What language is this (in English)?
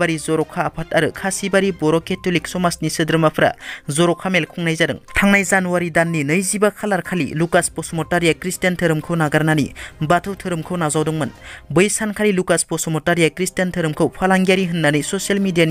Bodo